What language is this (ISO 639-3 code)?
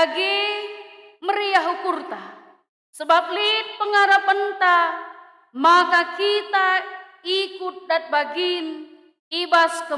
btx